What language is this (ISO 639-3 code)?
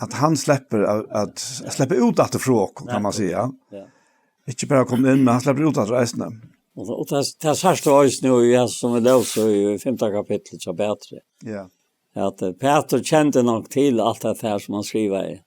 fao